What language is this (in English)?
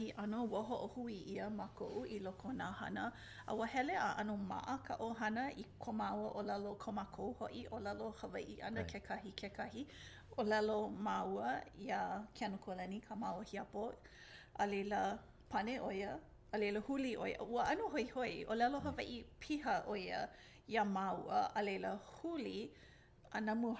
Hawaiian